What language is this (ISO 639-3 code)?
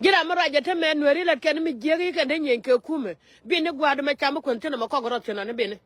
nus